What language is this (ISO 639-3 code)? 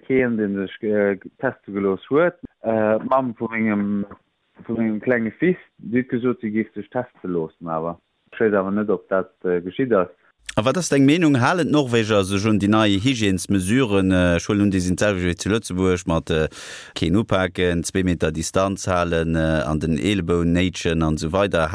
ltz